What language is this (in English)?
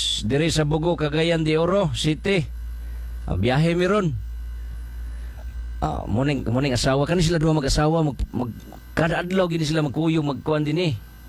Cebuano